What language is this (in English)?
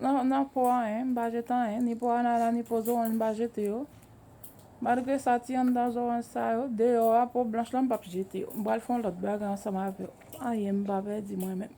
Haitian Creole